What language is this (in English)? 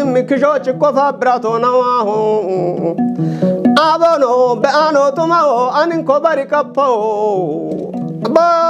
Kafa